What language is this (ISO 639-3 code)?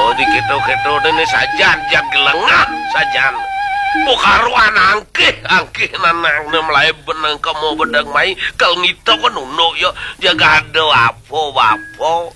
ban